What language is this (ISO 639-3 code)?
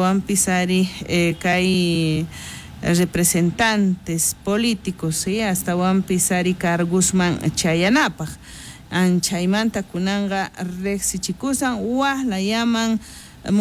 quh